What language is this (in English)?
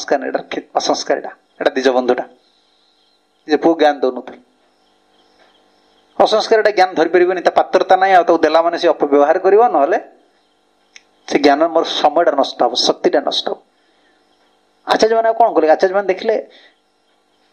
Odia